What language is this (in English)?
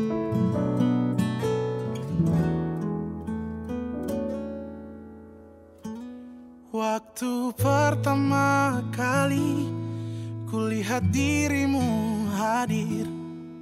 Indonesian